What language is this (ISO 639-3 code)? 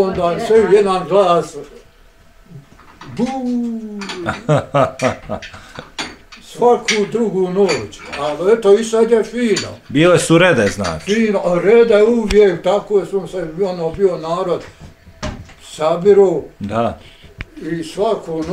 bos